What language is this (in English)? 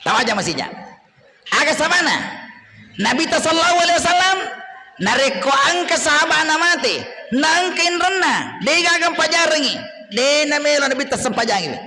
Buginese